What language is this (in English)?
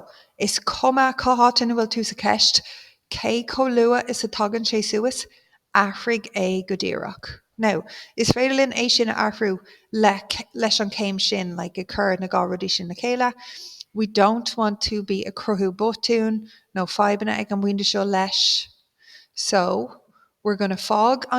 Irish